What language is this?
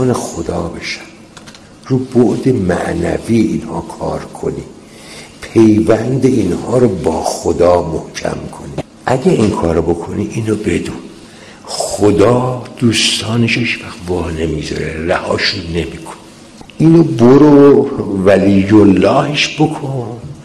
Persian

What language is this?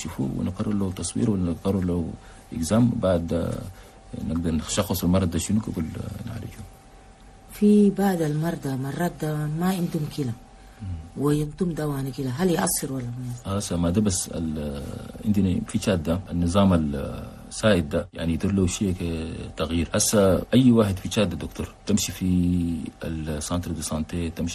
Chadian Arabic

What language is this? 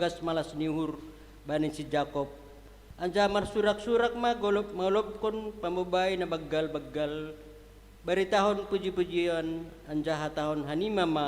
Batak Simalungun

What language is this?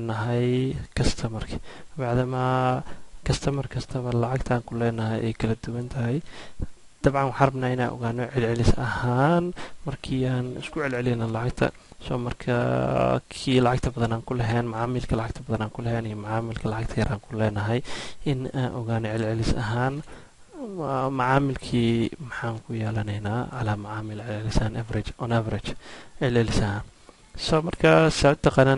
Somali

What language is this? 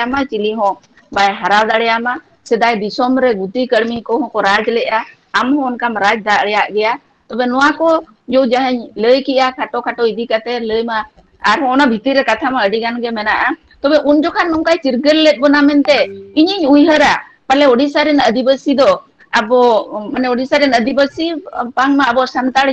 Santali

